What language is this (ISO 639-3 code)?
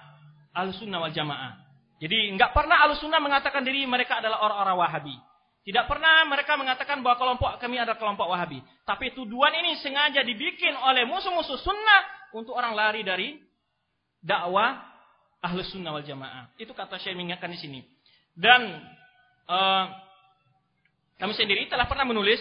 ind